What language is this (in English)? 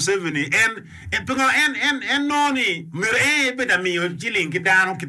Acoli